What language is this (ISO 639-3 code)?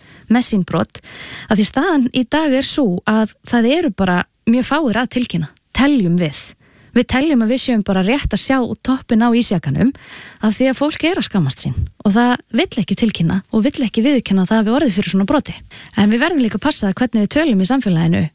isl